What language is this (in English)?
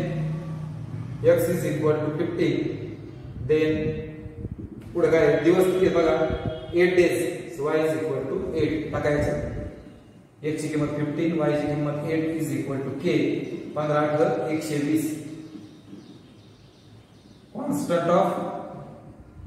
Marathi